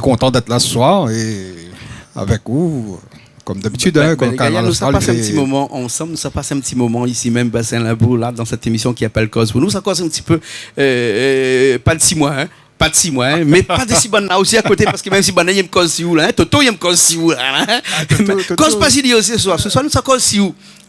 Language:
Réunion Creole French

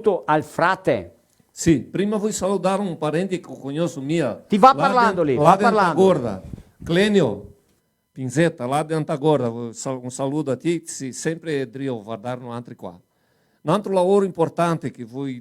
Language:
Venetian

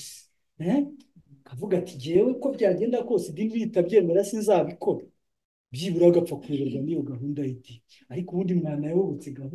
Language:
Kinyarwanda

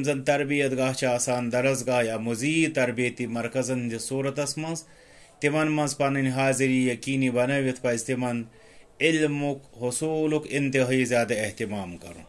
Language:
Kashmiri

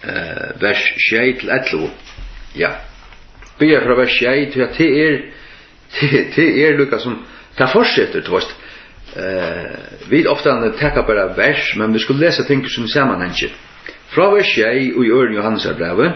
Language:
Faroese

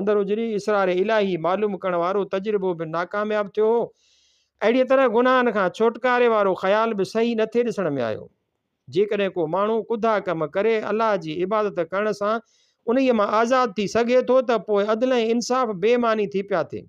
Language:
Sindhi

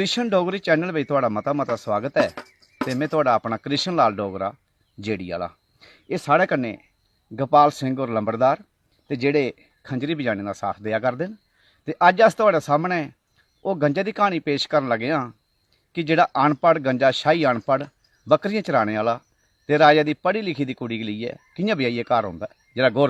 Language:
Dogri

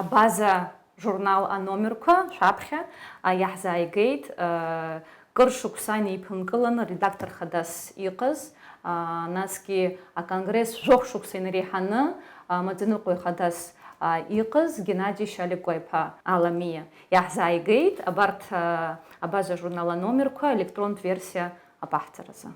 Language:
Abkhazian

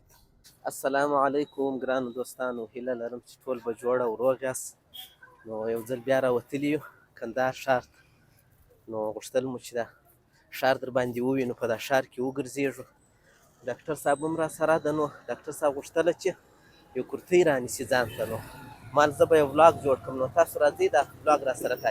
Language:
Pashto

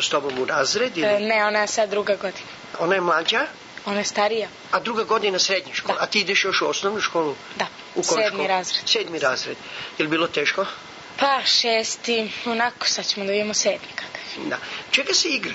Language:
Serbian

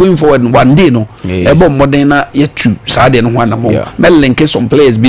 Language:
Akan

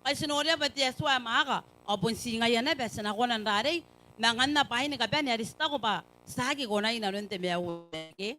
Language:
Gilbertese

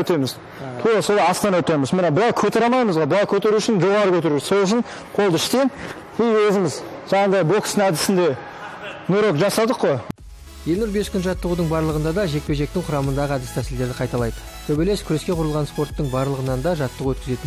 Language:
Kazakh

